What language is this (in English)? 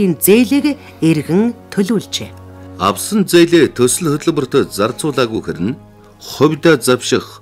Mongolian